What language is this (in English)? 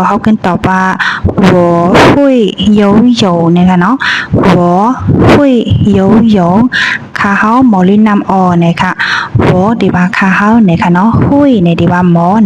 Shan